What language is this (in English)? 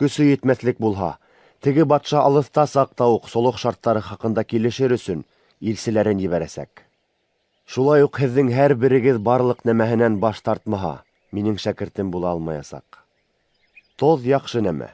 Bashkir